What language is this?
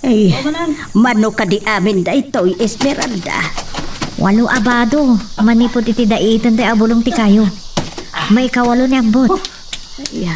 Iloko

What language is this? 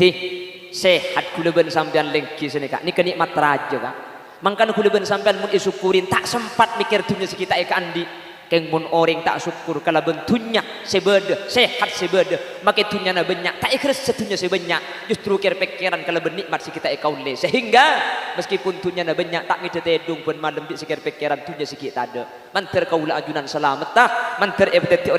Madurese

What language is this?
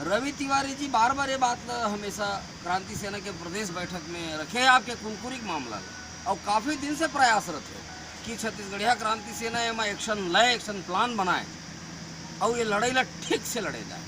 Chhattisgarhi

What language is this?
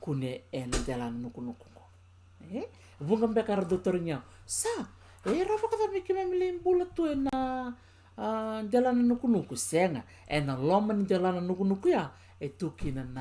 Fijian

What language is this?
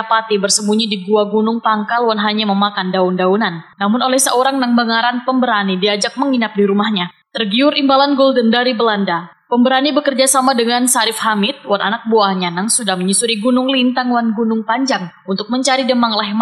Banjar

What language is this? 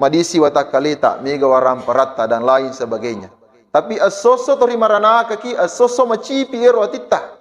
Buginese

